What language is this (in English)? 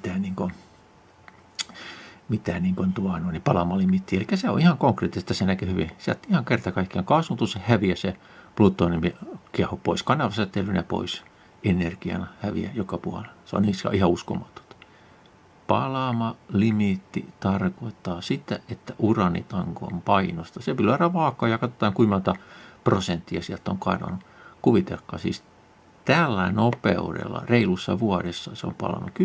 Finnish